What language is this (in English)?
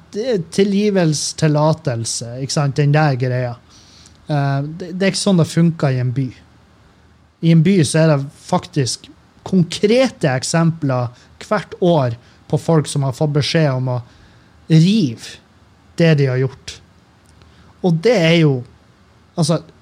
Norwegian